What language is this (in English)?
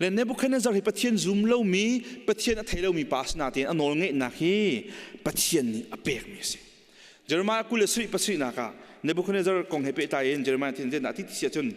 Hakha Chin